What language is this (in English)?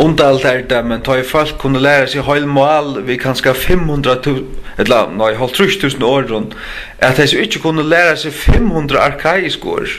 Faroese